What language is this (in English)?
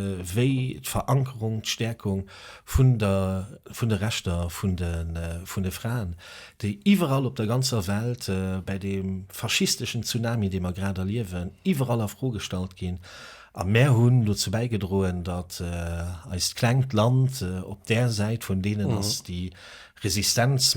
Luxembourgish